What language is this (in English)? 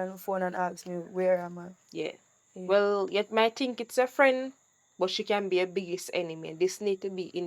Jamaican Creole English